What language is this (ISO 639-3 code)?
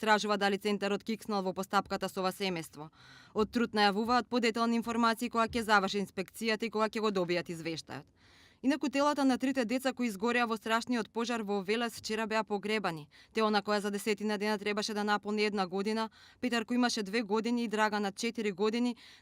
mkd